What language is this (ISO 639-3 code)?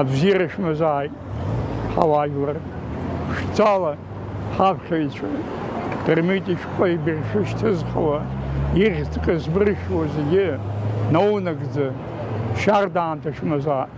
abk